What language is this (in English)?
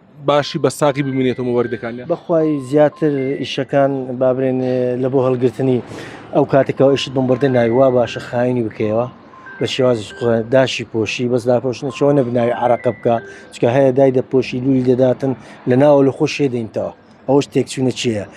Central Kurdish